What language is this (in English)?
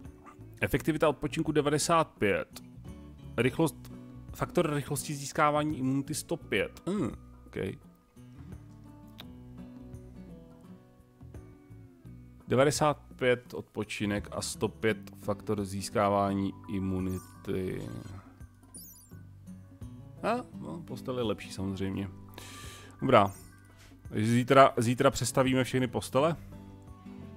Czech